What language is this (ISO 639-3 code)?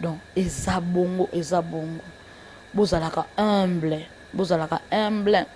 lin